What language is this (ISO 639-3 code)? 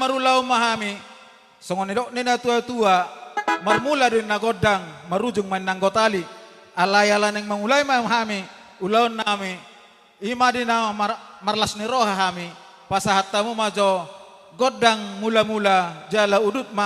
bbc